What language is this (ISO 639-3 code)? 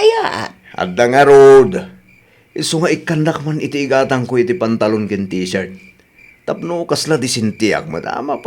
ilo